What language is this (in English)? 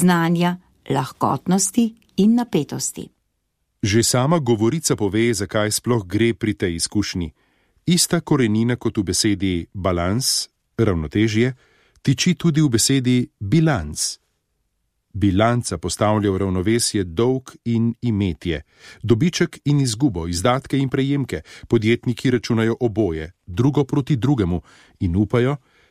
Slovenian